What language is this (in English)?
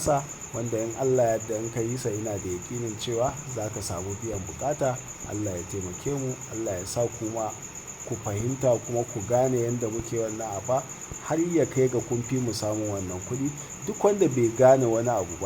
Hausa